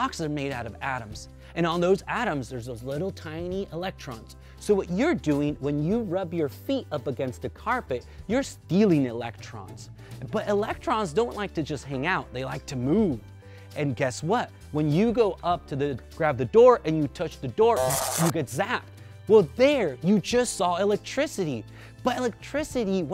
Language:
English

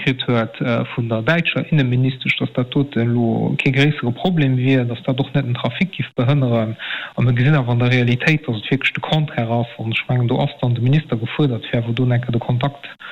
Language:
Luxembourgish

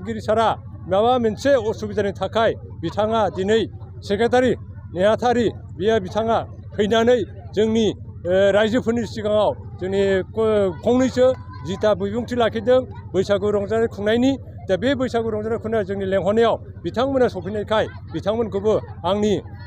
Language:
Bodo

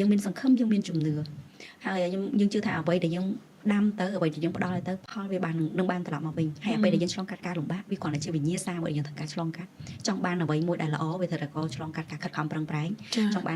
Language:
Khmer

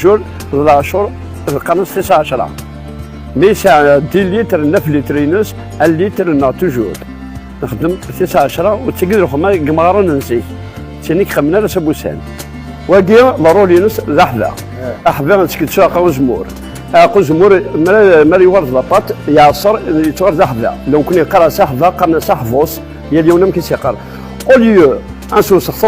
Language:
Kabyle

